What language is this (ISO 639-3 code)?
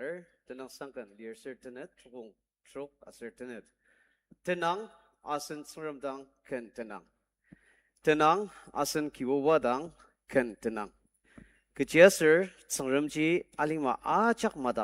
njo